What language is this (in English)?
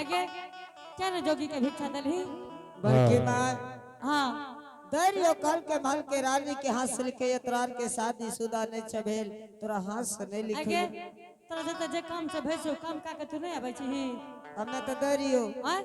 Angika